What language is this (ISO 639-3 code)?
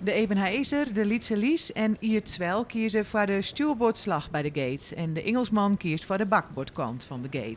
fry